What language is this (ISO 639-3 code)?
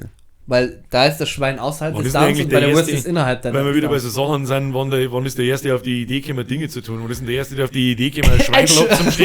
bar